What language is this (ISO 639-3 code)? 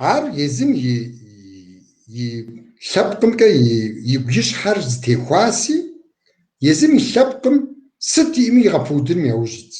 kbd